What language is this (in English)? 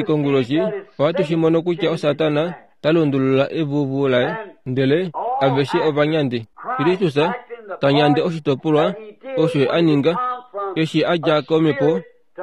Kuanyama